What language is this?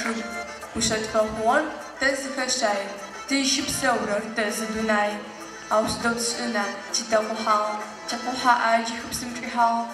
Adyghe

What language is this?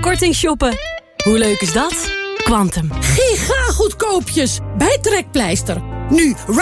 Dutch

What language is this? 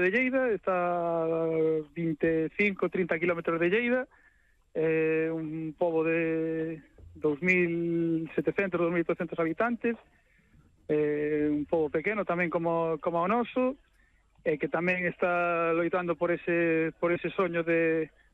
Galician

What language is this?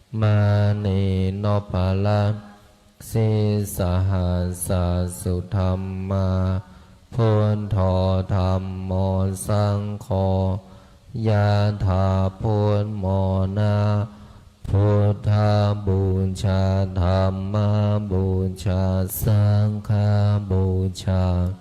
Pali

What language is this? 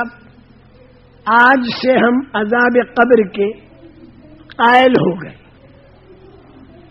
Urdu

